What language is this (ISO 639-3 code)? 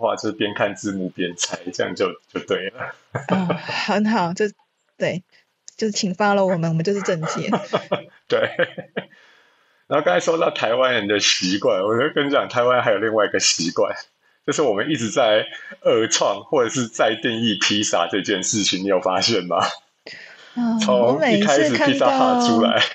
zho